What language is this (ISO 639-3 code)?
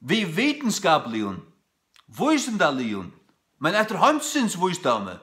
fao